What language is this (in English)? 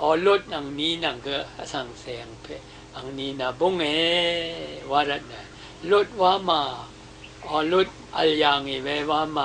Rawang